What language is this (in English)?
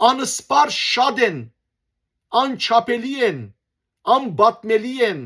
Western Armenian